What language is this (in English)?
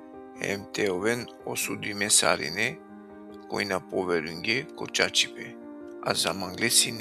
Balkan Romani